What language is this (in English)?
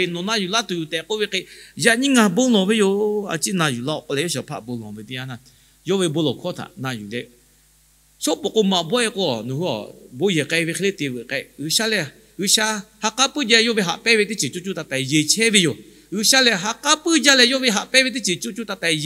Lahu